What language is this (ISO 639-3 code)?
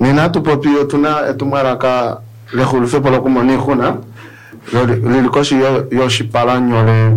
kua